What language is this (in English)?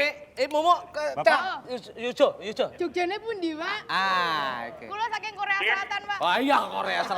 Betawi